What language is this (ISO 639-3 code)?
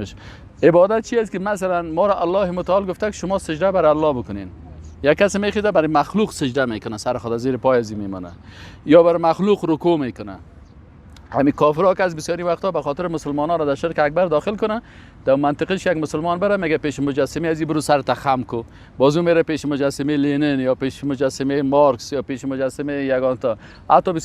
fas